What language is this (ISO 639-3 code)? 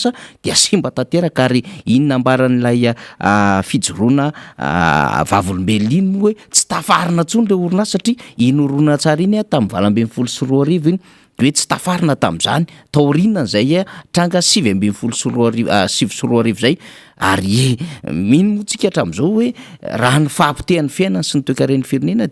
mlg